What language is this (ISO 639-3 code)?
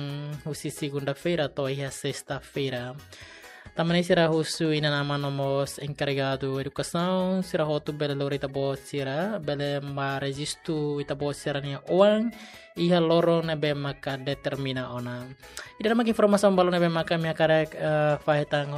tet